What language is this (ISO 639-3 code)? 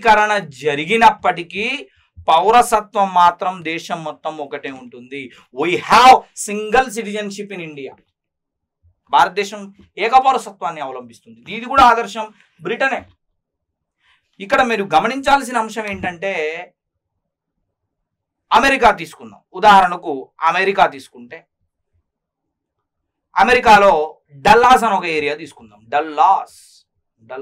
tel